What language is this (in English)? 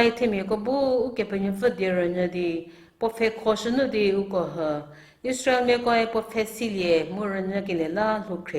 Angami Naga